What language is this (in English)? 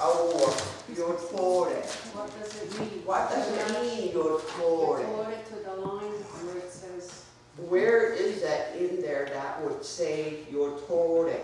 Mohawk